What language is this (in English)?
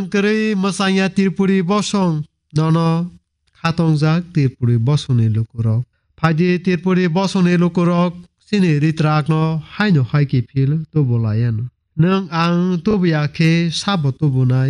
Kok Borok